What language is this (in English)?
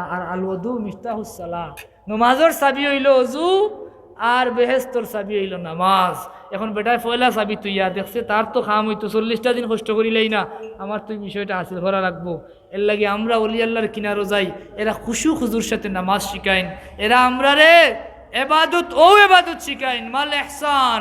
Sylheti